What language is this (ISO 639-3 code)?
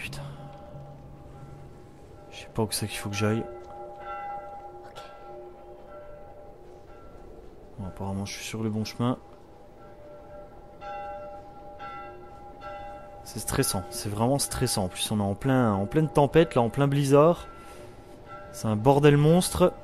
fra